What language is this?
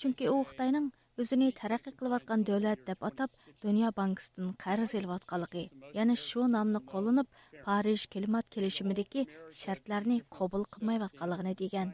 Uyghur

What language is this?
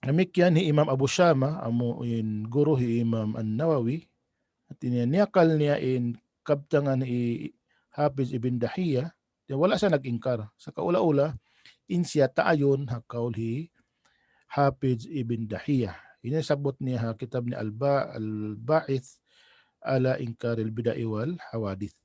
Tausug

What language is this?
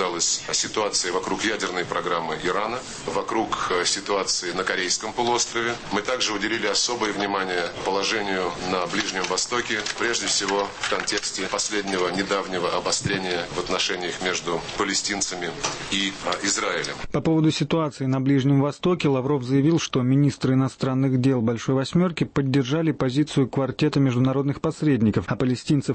Russian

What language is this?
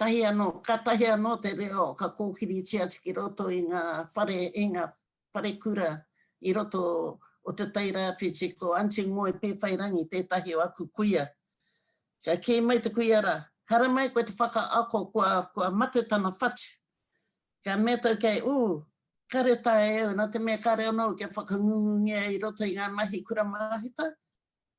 Māori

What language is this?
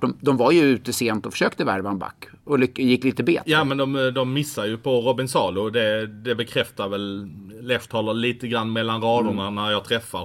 Swedish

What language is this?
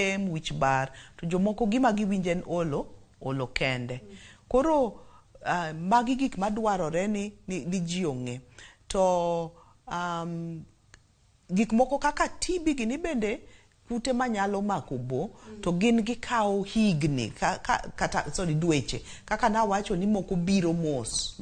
Luo (Kenya and Tanzania)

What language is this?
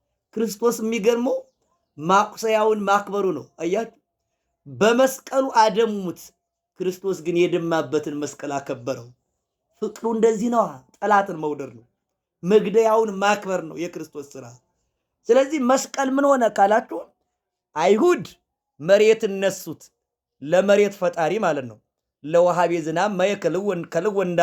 Amharic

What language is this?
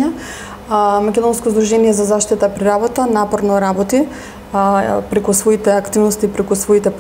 Macedonian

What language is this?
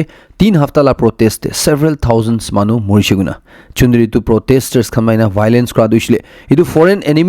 Naga Pidgin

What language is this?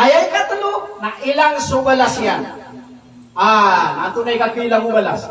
Maranao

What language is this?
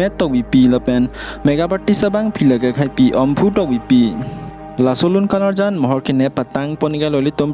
Karbi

